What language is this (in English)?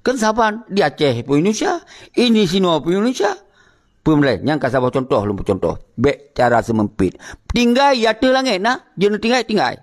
Achinese